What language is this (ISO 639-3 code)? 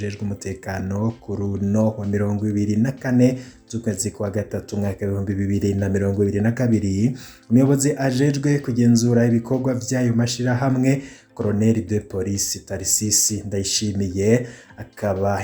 run